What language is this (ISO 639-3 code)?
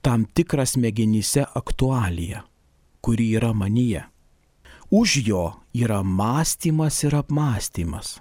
lit